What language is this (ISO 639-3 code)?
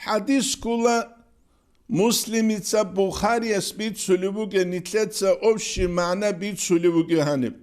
ava